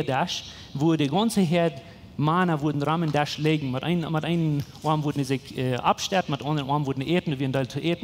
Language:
Plautdietsch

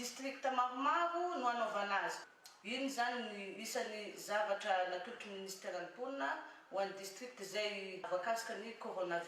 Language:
Malagasy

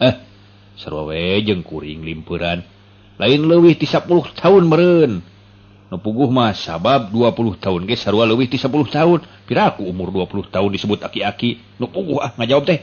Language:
Sundanese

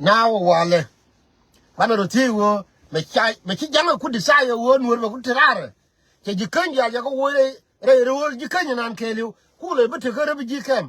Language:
Nuer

